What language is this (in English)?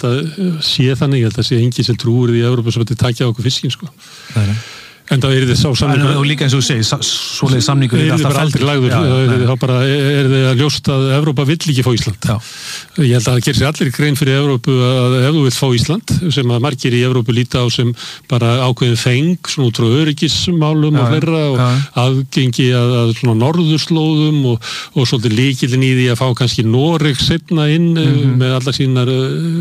Icelandic